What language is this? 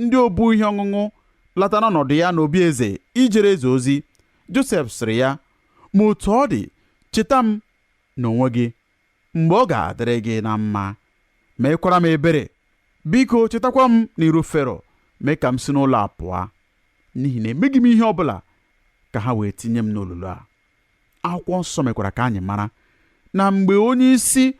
Igbo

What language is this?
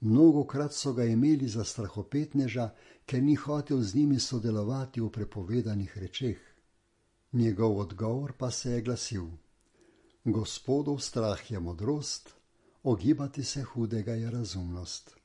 Slovenian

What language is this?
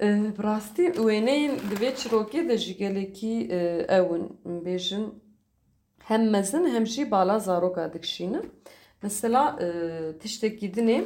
Kurdish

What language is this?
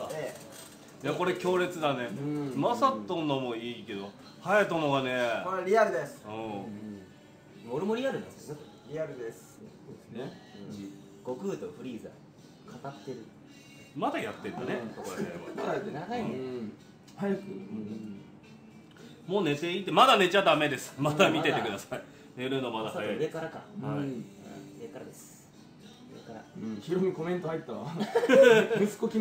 Japanese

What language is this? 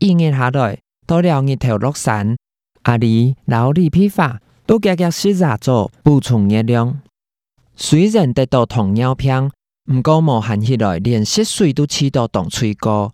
Hakka Chinese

